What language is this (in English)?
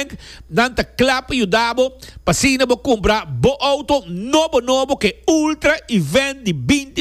Papiamento